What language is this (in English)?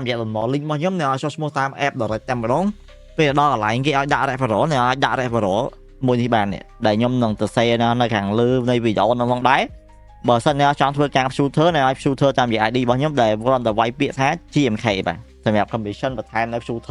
Khmer